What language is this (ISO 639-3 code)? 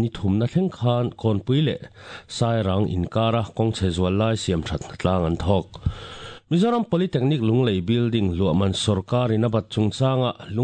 lus